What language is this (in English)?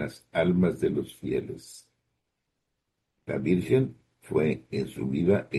Spanish